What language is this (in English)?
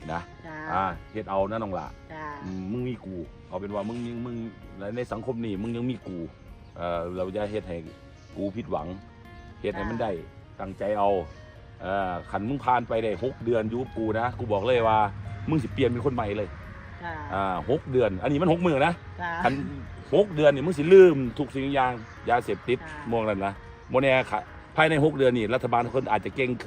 Northeastern Thai